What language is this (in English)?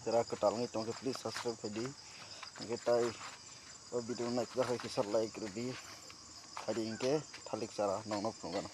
Kok Borok